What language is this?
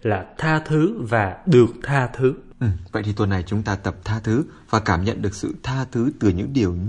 Vietnamese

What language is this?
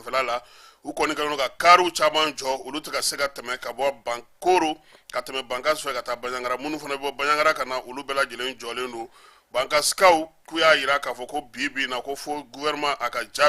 Bambara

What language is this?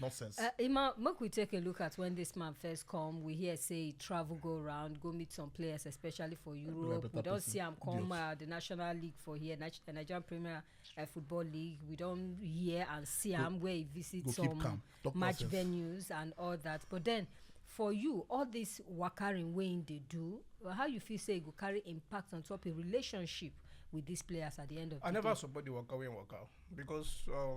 Nigerian Pidgin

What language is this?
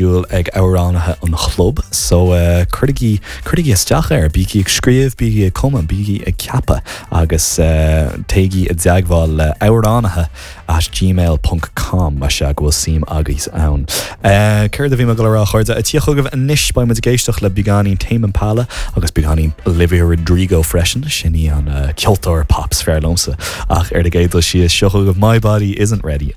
Irish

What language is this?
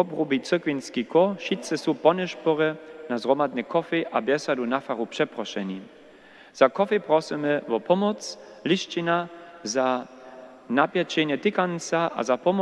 Upper Sorbian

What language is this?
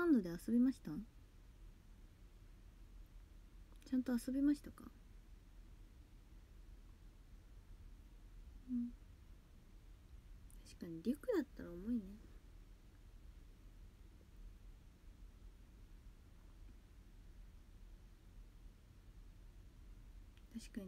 Japanese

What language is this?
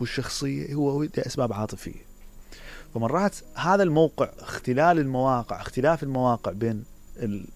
Mesopotamian Arabic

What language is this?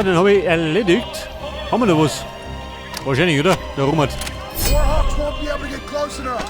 Bavarian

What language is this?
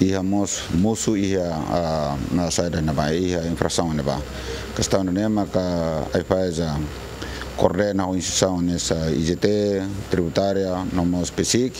Tetum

